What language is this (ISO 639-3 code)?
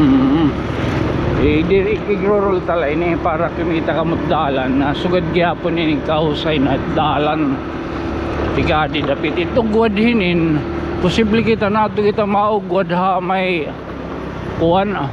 war